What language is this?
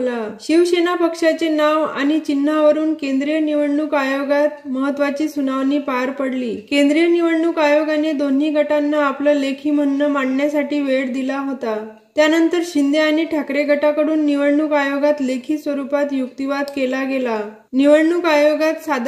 Marathi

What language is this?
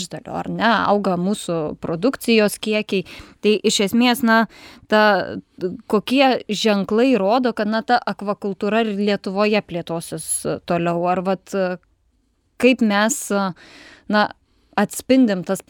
Lithuanian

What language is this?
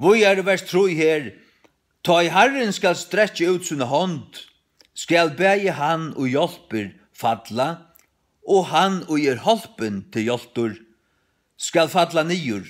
Faroese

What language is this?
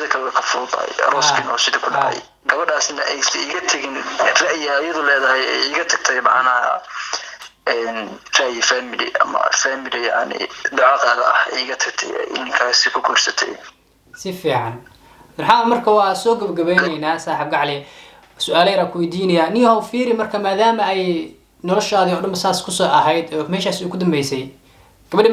Somali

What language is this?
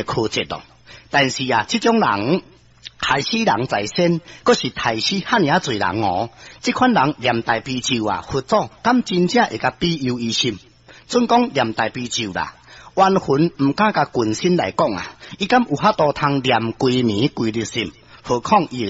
Min Nan Chinese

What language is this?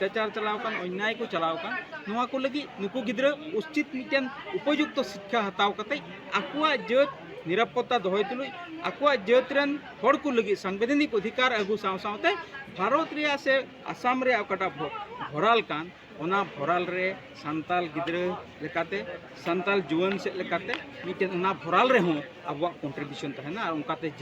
Santali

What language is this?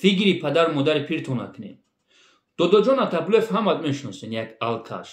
Tajik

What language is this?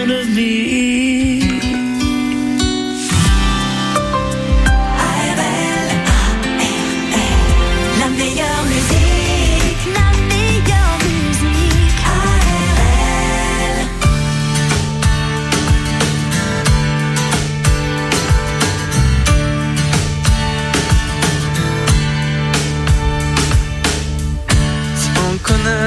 French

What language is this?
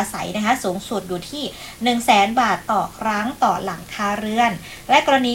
Thai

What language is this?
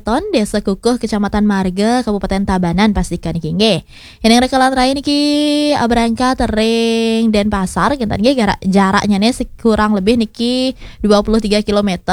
Balinese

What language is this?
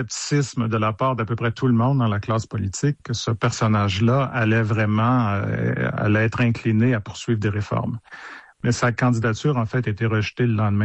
French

